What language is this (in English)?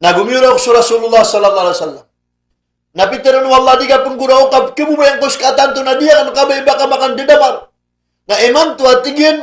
Maranao